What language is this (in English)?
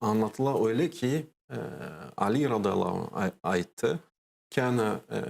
Crimean Tatar